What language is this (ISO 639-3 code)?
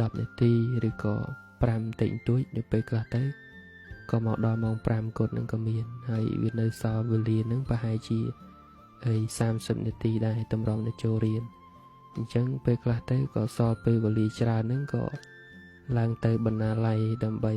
khm